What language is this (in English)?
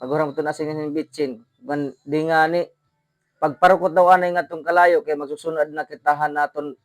Waray